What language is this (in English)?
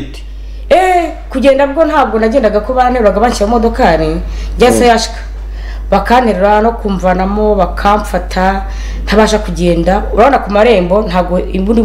Kinyarwanda